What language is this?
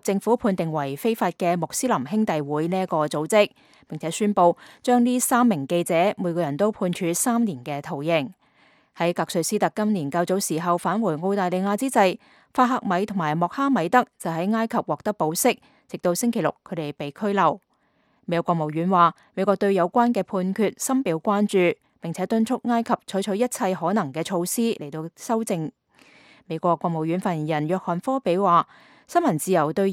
Cantonese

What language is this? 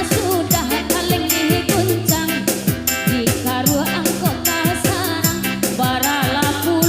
Minangkabau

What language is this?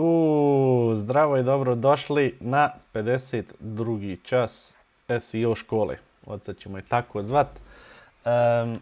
Bosnian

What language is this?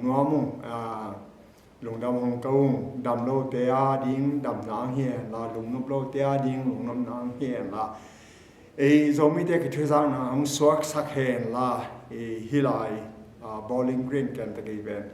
Tedim Chin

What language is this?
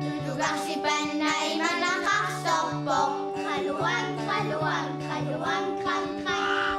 Kalaallisut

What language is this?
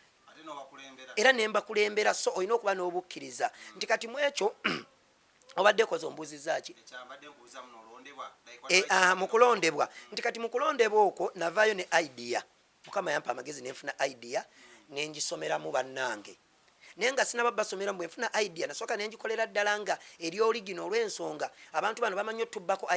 Ganda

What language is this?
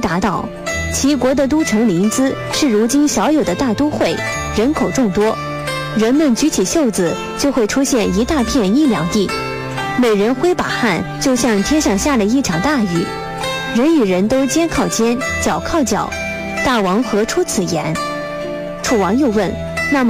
Chinese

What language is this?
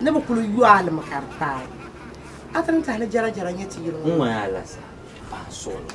Dagbani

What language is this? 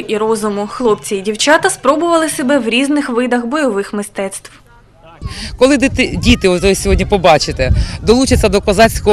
Ukrainian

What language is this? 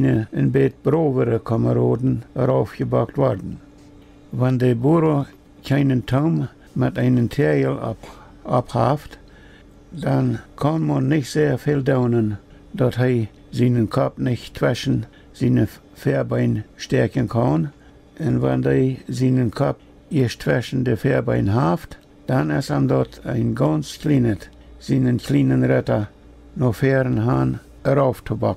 Plautdietsch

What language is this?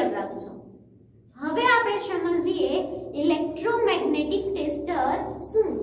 Gujarati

